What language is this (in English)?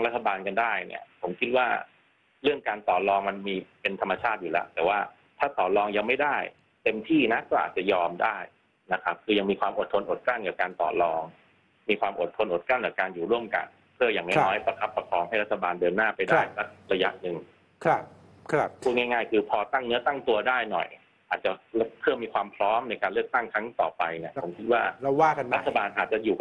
Thai